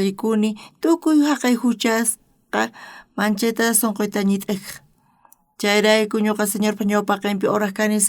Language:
South Bolivian Quechua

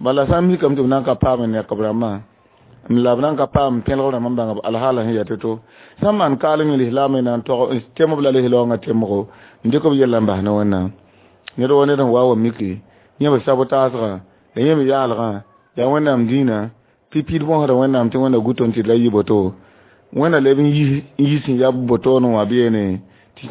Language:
Mossi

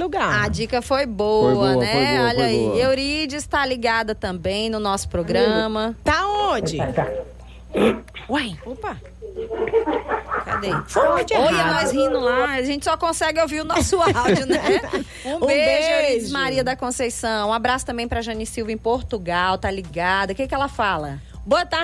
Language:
Portuguese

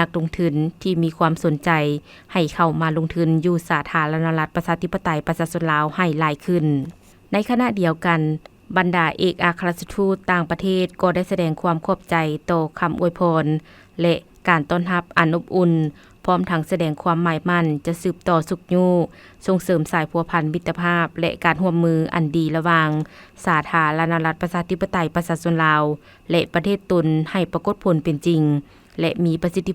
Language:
Lao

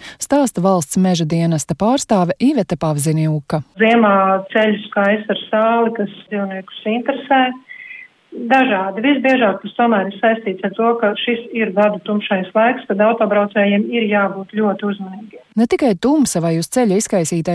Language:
Latvian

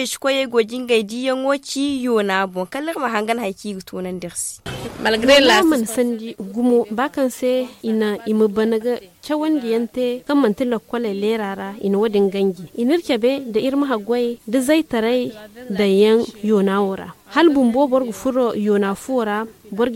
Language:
Zarma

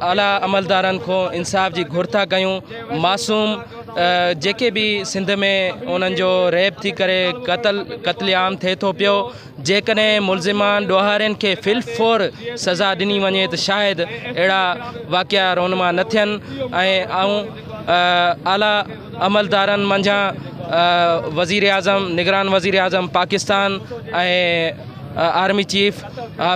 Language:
Sindhi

